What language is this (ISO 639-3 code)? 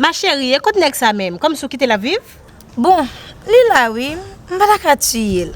hat